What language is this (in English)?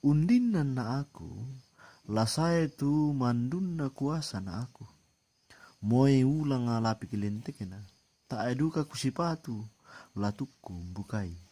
Toraja-Sa'dan